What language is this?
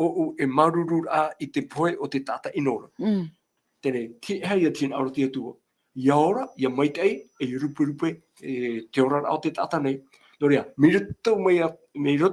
Tahitian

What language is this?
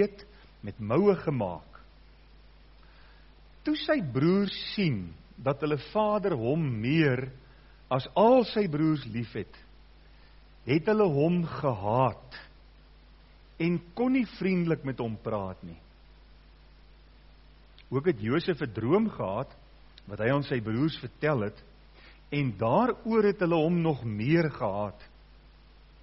Afrikaans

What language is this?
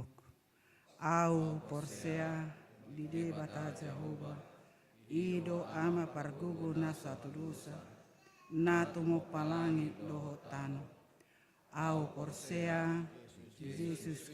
Batak Toba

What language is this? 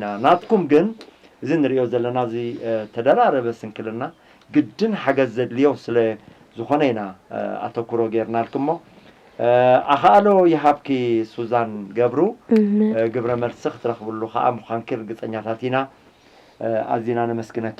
Tigrinya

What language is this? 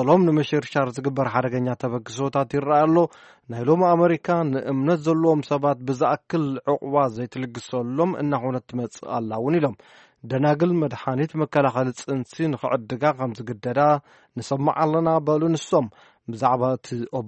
Tigrinya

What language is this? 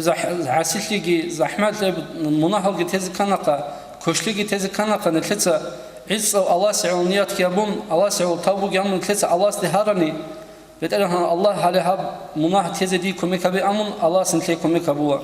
Avaric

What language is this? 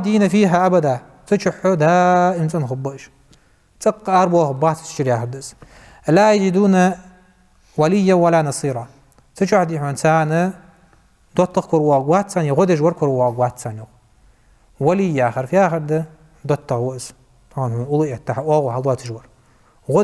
Ingush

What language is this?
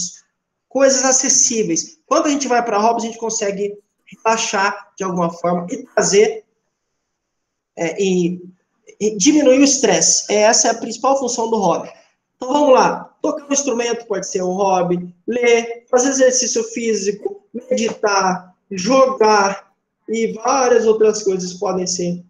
Portuguese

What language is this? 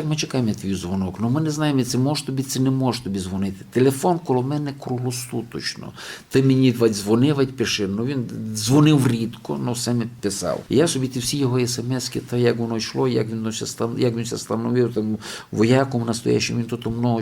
Rusyn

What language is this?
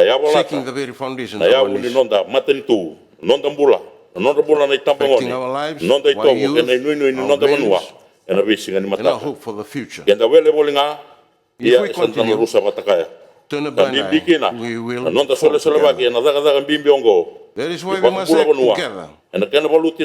Fijian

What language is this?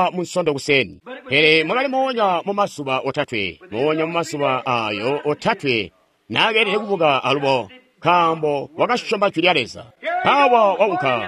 Tonga (Zambia)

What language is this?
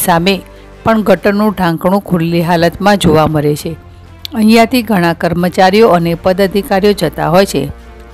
Gujarati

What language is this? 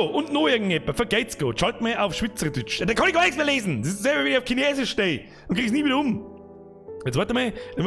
Bavarian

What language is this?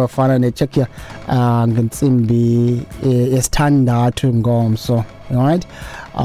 Xhosa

